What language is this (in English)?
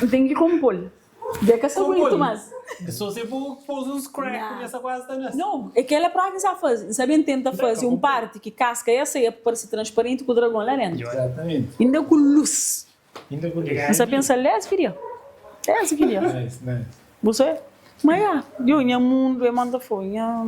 Kabuverdianu